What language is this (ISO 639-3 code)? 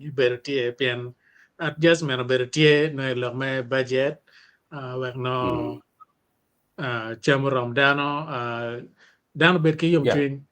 ach